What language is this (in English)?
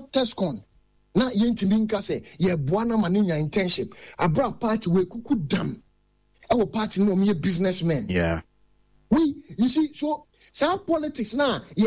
Akan